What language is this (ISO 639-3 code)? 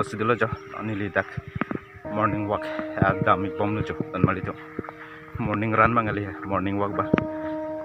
mjw